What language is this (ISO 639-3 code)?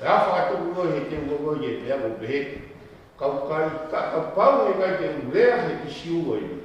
ton